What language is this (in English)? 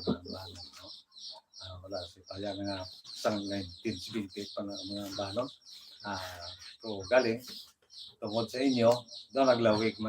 Hiligaynon